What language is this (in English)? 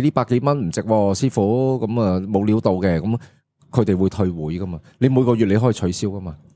Cantonese